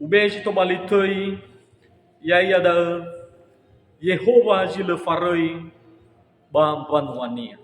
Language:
Nias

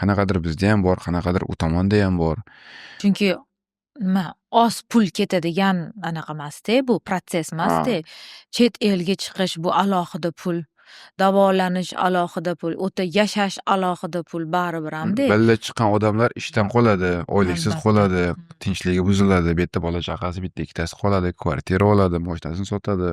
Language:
Uzbek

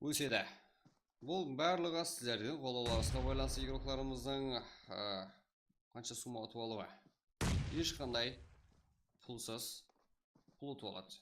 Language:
Kara-Kalpak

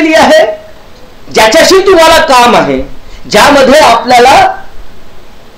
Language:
Marathi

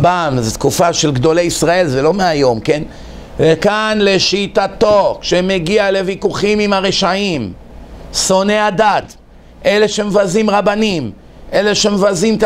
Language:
Hebrew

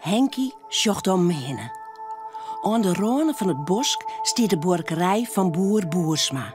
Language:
Western Frisian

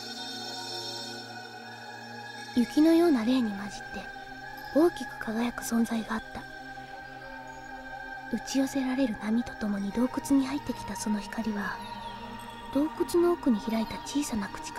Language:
Japanese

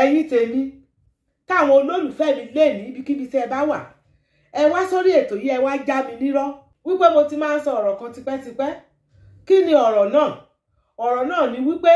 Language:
Yoruba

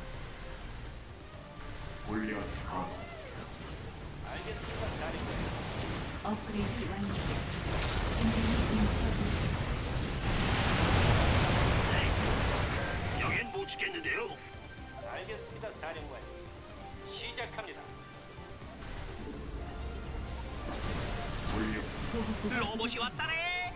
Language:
Korean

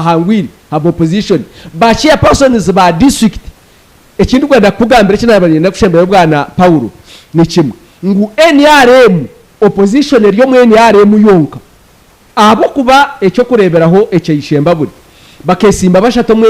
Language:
Nyankole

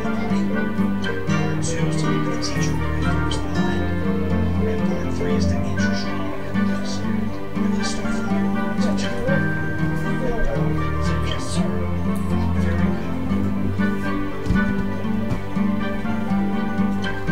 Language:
English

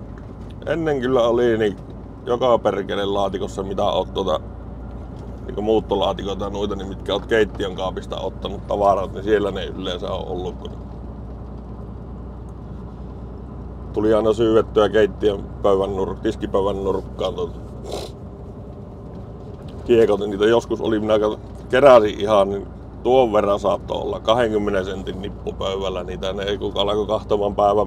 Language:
Finnish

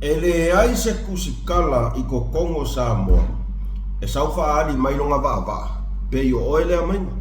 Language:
Samoan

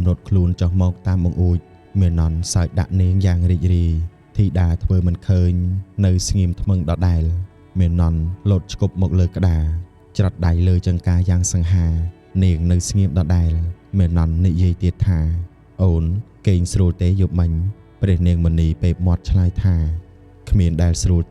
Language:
Khmer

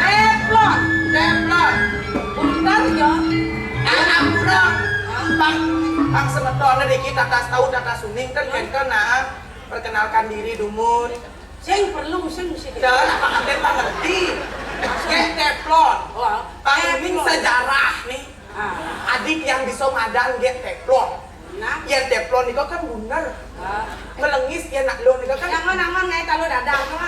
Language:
Balinese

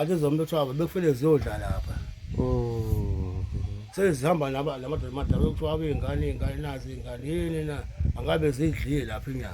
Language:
Zulu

